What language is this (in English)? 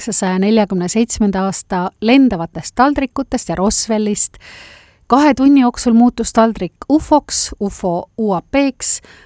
Estonian